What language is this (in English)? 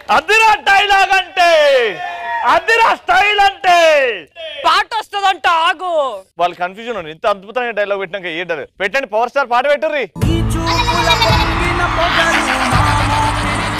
Telugu